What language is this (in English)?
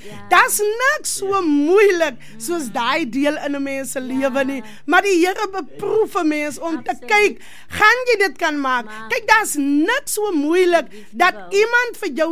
Afrikaans